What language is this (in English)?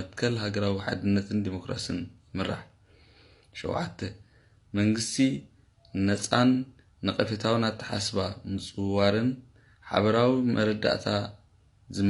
Tigrinya